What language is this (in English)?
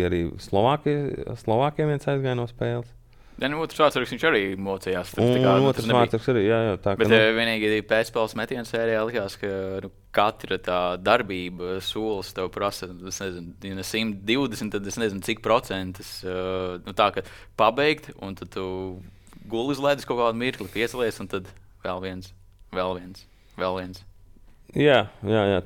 Latvian